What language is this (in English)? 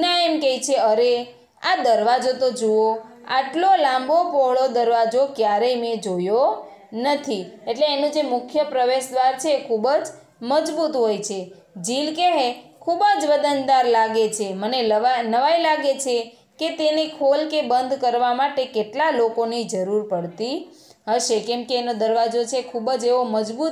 Gujarati